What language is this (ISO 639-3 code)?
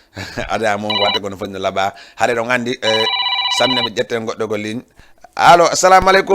ful